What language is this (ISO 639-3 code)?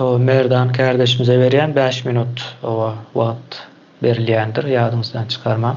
tuk